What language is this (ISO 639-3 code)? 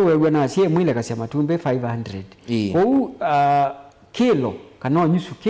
kam